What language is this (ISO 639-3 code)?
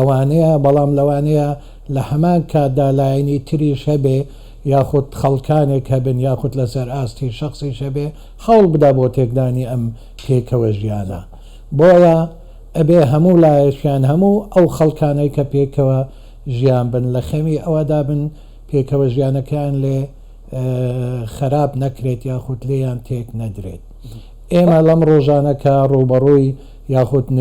ckb